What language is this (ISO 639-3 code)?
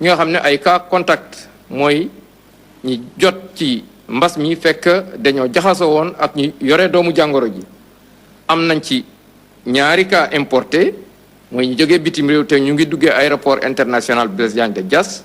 wol